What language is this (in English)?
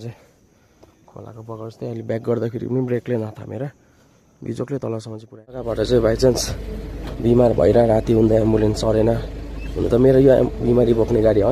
Nepali